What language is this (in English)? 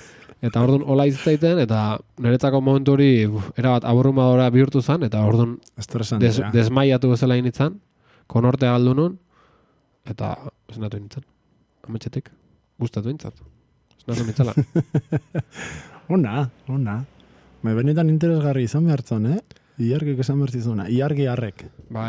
Basque